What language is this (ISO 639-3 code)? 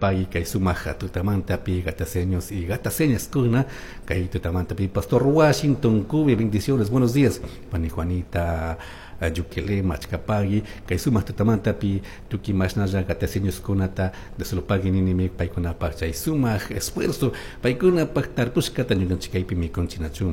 qug